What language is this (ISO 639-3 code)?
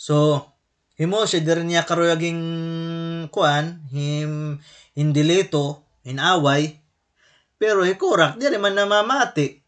war